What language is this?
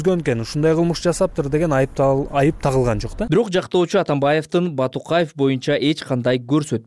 Kyrgyz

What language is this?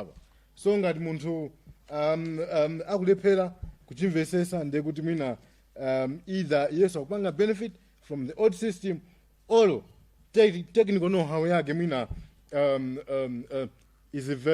Nyanja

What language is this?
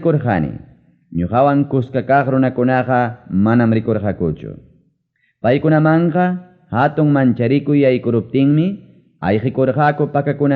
Ayacucho Quechua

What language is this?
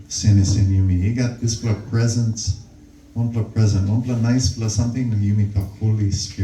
Tok Pisin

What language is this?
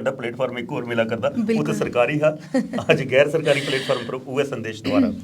Dogri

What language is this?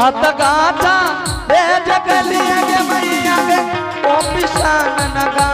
Angika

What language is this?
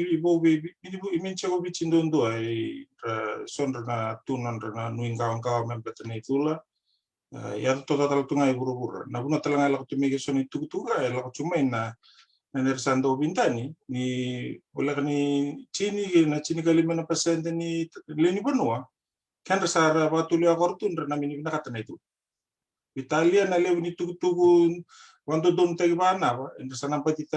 Fijian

